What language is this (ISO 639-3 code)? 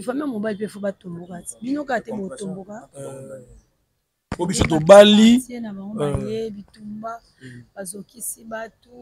lin